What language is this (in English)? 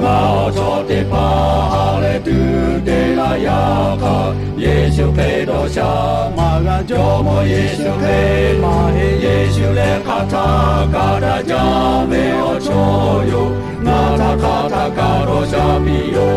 Lahu